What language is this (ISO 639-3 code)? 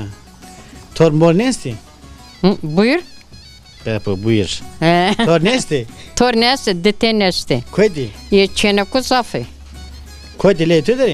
zza